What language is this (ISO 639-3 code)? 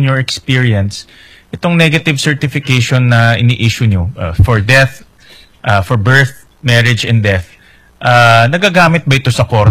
fil